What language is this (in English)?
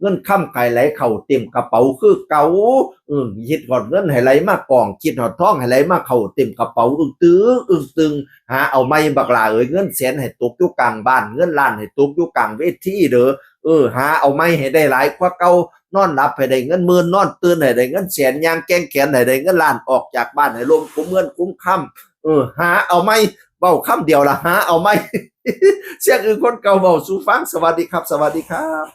Northeastern Thai